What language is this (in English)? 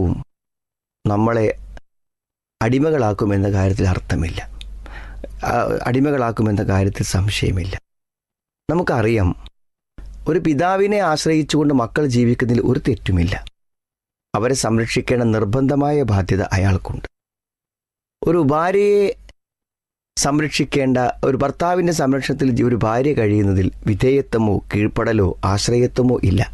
Malayalam